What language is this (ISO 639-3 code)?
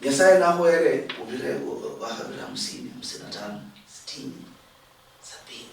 luy